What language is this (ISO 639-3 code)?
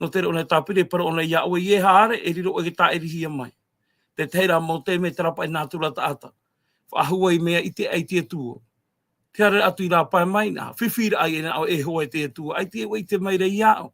tah